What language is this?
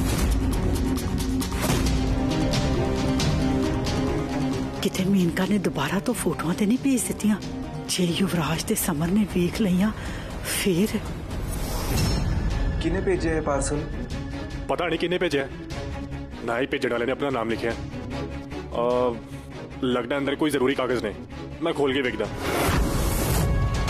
Punjabi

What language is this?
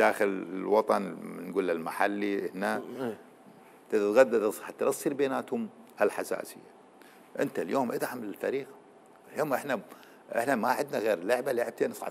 Mesopotamian Arabic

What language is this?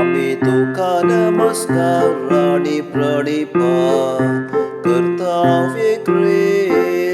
Konkani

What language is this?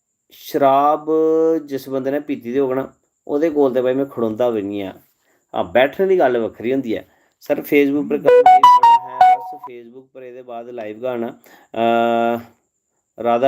Dogri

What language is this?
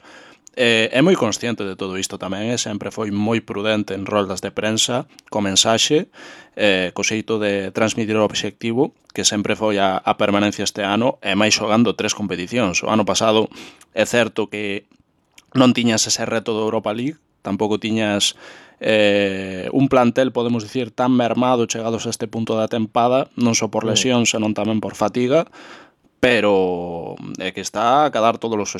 Galician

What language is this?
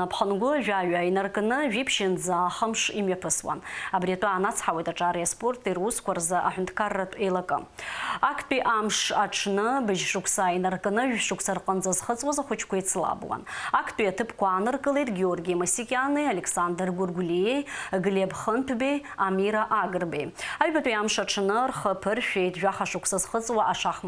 Abkhazian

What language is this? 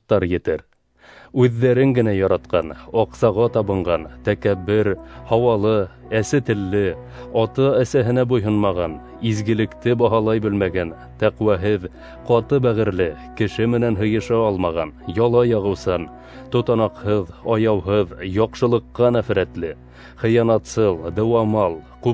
Bashkir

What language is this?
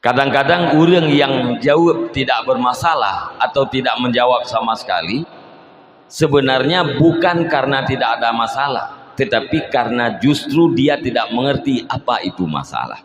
Achinese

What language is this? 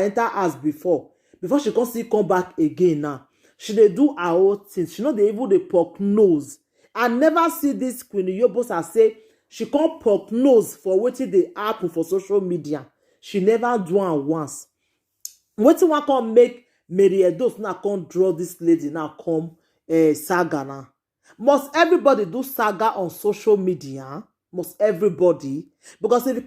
Nigerian Pidgin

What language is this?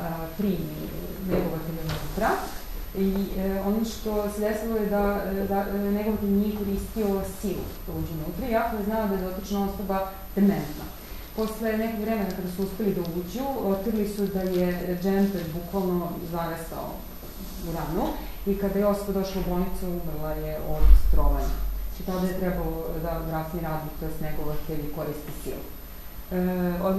Serbian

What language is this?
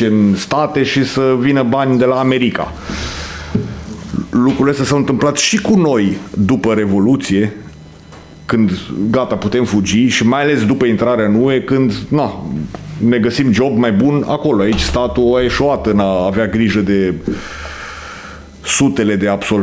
Romanian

